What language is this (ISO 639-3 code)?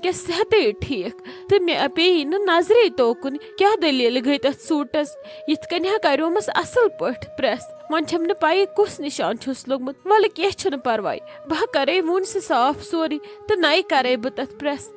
kas